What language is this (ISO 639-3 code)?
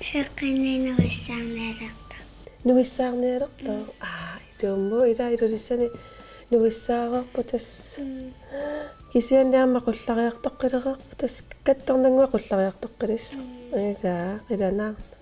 kal